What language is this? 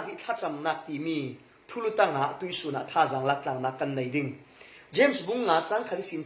Falam Chin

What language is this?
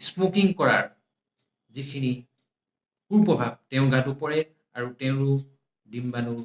Assamese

